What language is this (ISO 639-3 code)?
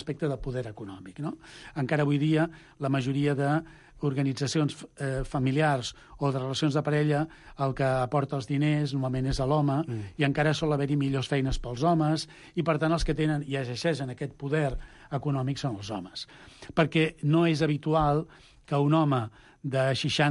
cat